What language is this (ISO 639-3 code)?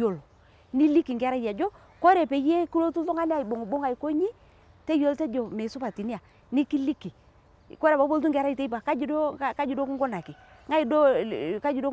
mas